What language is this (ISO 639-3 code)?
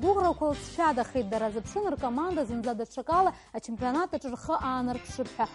abk